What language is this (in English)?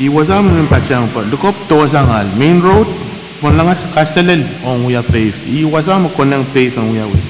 Pohnpeian